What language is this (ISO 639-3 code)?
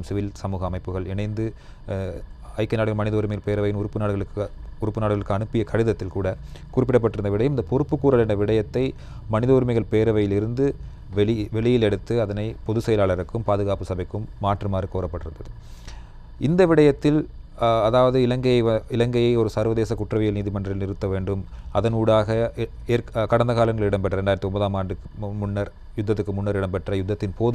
tam